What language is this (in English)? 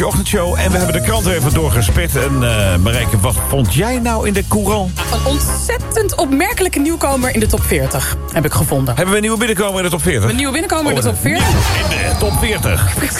Dutch